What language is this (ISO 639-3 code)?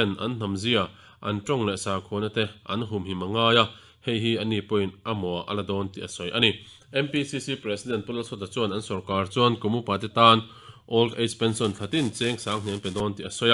lus